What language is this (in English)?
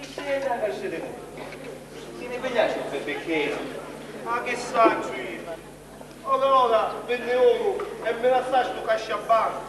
Sicilian